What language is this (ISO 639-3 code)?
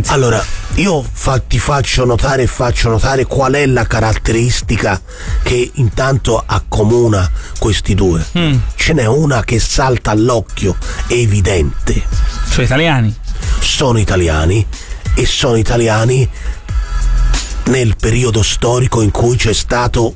ita